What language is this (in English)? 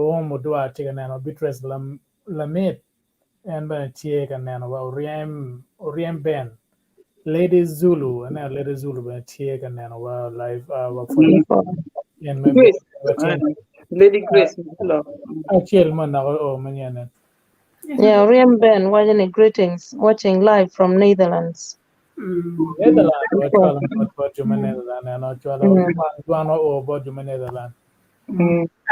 Acoli